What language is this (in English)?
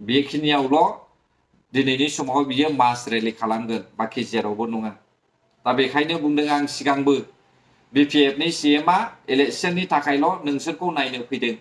Bodo